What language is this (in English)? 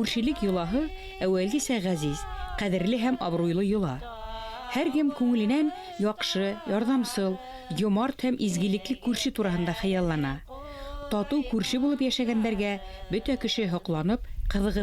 Bashkir